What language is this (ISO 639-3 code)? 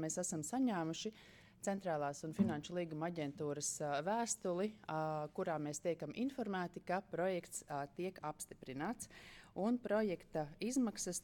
lav